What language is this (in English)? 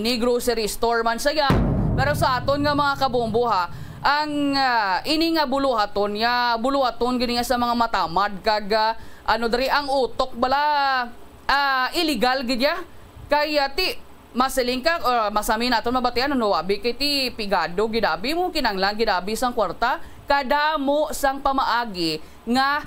Hiligaynon